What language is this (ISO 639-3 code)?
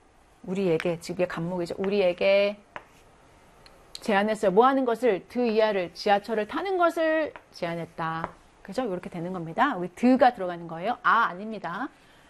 kor